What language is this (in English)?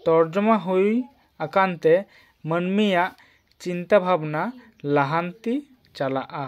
Santali